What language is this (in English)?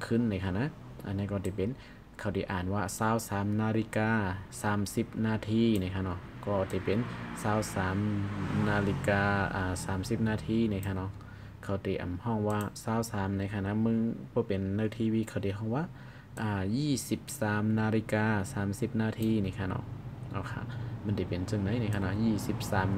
Shan